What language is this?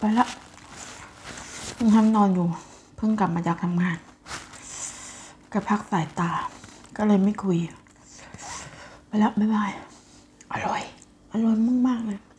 Thai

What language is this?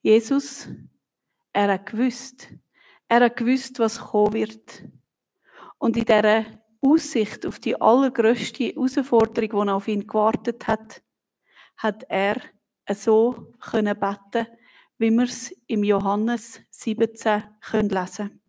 Swiss German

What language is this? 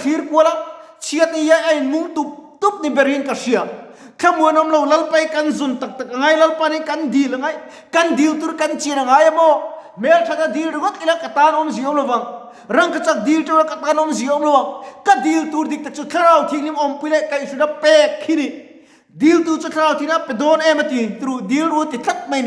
Mizo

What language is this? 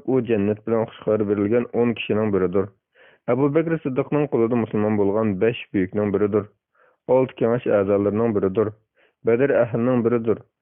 Uyghur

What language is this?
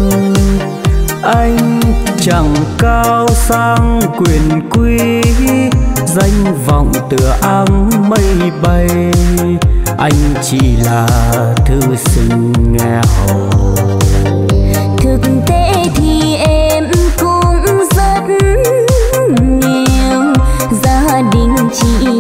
Vietnamese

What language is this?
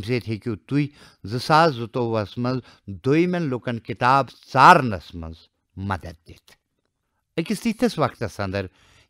Kashmiri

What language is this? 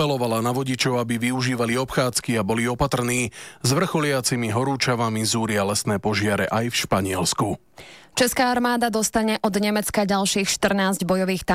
Slovak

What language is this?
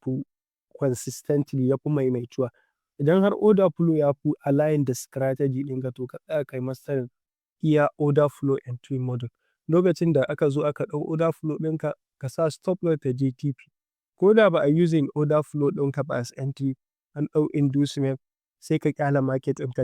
Hausa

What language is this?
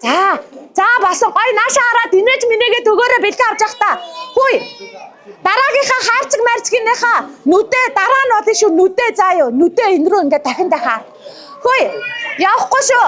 Mongolian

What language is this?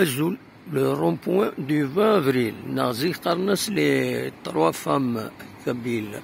Kabyle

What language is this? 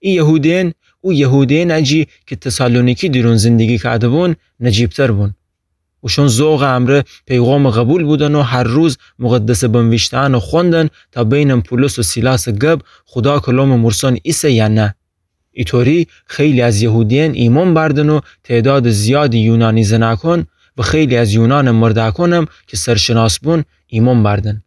Gilaki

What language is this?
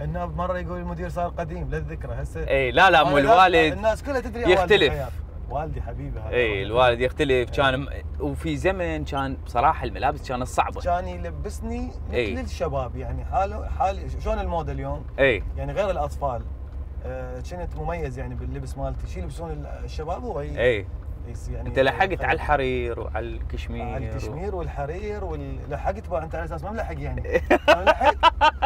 Mesopotamian Arabic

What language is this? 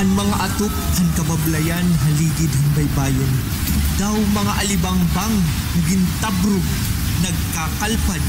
Waray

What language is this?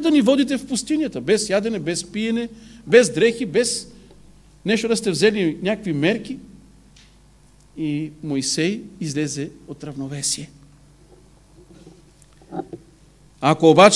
Bulgarian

